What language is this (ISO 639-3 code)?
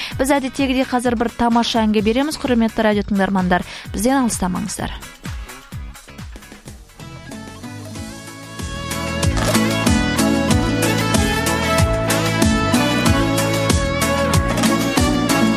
kaz